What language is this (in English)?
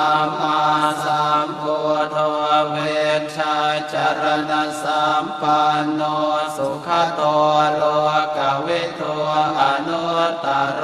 Pali